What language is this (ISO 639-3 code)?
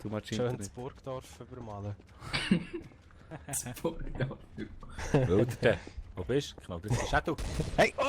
gsw